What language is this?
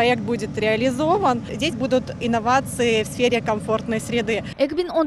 Crimean Tatar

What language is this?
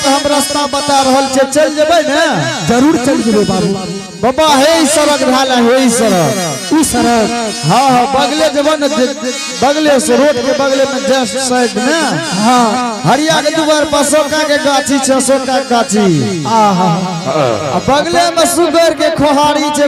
Angika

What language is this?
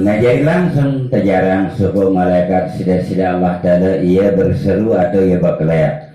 Sasak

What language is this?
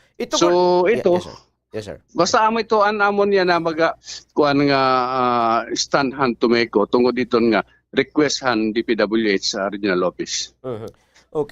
Waray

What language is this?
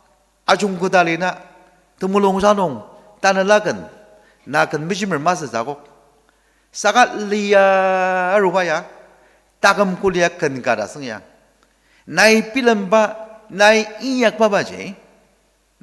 Ao Naga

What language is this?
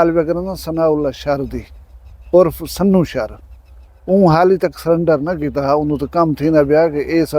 Saraiki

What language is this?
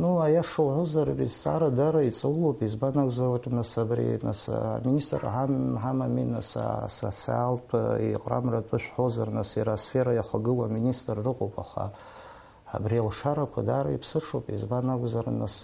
Abkhazian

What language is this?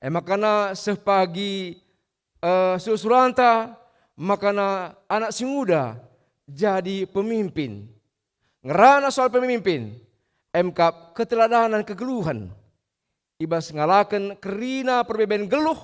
Batak Karo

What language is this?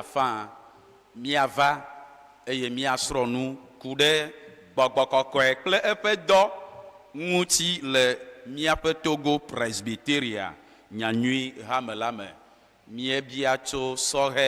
Ewe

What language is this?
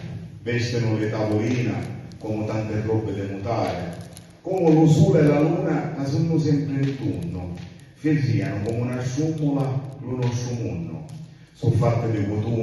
Sicilian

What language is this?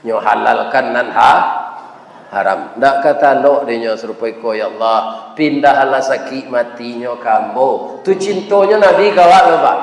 Minangkabau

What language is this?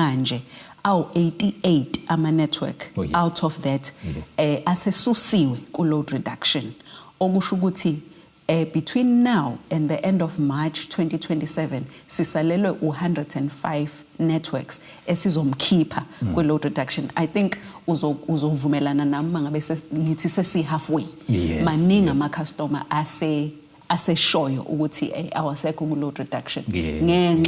Zulu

